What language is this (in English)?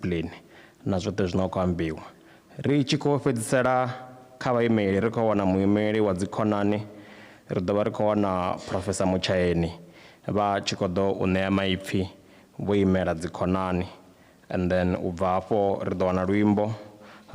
Venda